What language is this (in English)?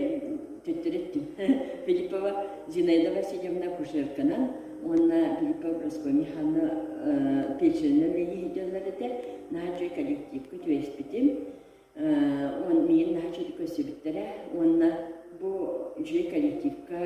Yakut